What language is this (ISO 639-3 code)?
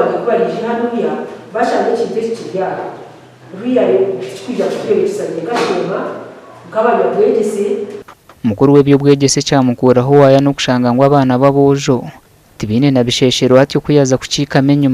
nyn